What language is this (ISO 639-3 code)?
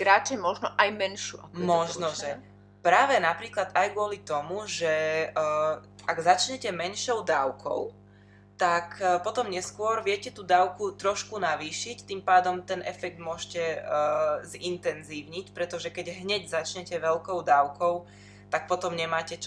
slk